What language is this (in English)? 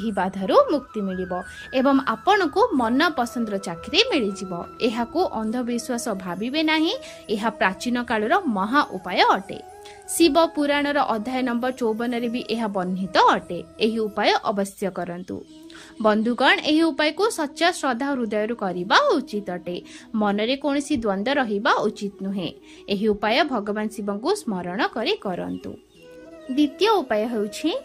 Odia